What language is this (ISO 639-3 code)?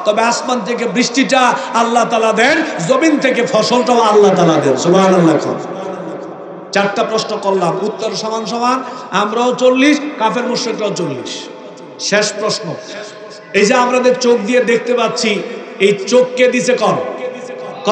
ben